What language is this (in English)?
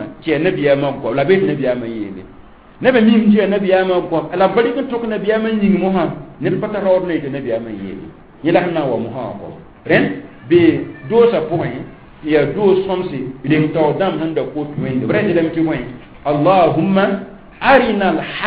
Mossi